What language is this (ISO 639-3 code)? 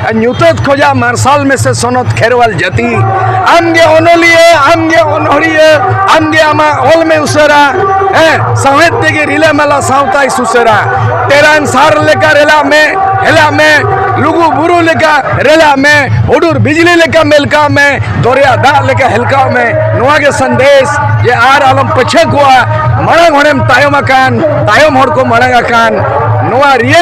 sat